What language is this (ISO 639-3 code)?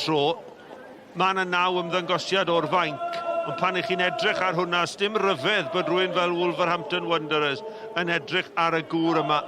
cym